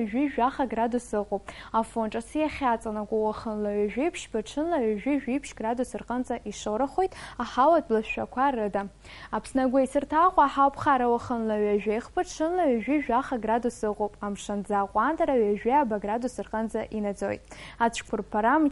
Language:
Abkhazian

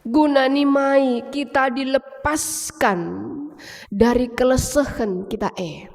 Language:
Batak Karo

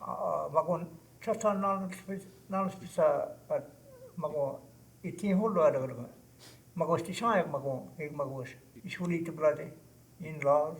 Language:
Choctaw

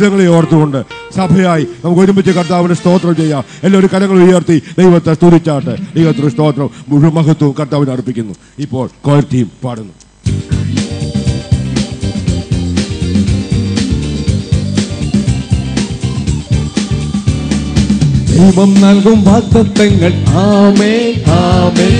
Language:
Malayalam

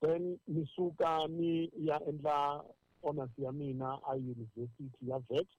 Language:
Tsonga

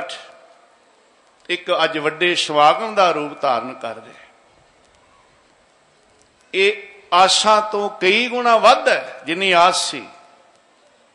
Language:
Punjabi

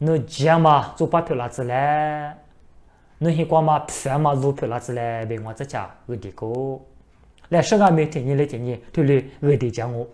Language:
Lisu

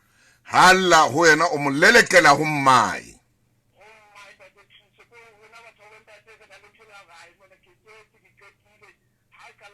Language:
Southern Sotho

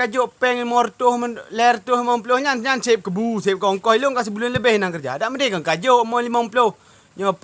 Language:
Achinese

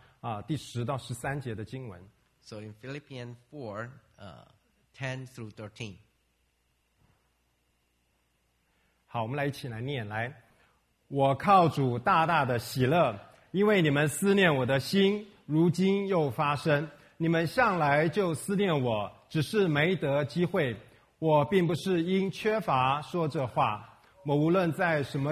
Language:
Chinese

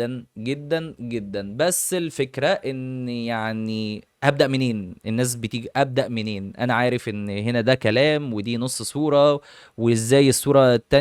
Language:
Egyptian Arabic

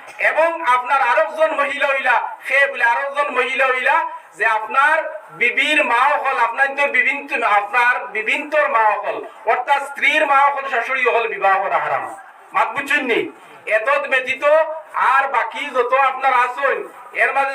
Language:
Sylheti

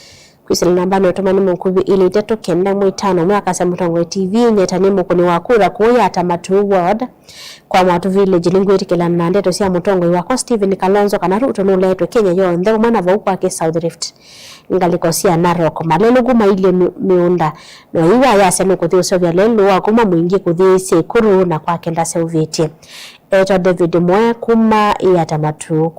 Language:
Kamba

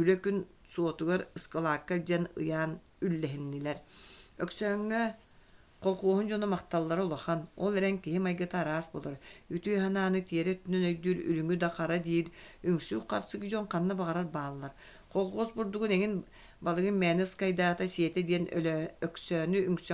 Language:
Yakut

